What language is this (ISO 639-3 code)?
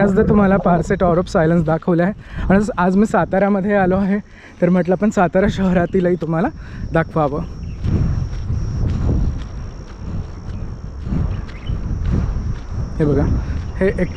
mar